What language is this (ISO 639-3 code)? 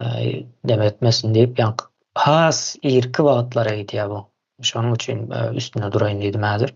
tuk